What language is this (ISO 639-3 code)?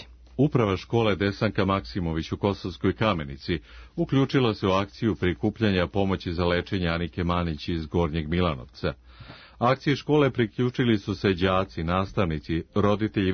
srp